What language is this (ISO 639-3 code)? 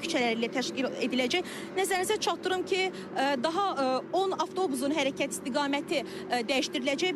aze